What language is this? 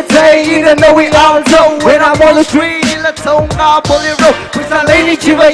Tangkhul Naga (India)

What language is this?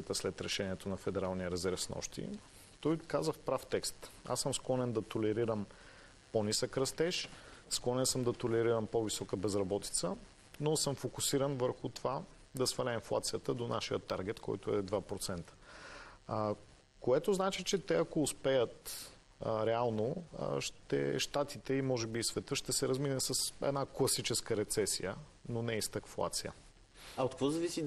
Bulgarian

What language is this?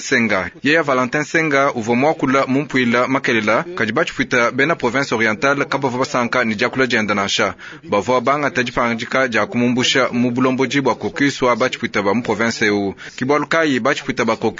Luba-Lulua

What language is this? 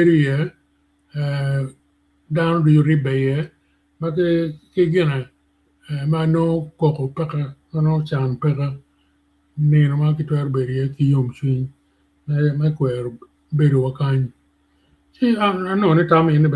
Acoli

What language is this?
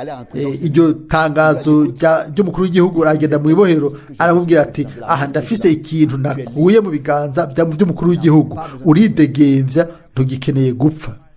Rundi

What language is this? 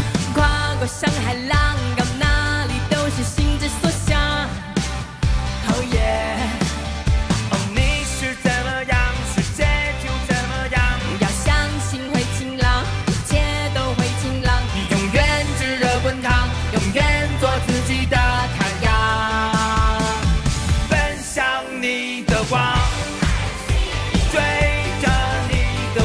Chinese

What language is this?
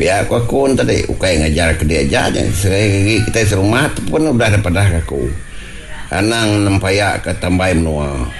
Iban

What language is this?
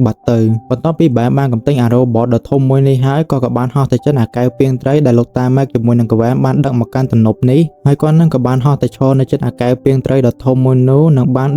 Khmer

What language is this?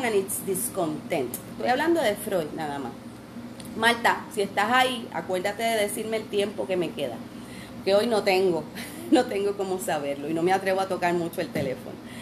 Spanish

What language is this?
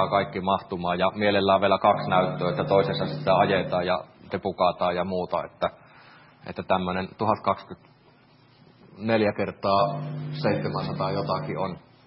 Finnish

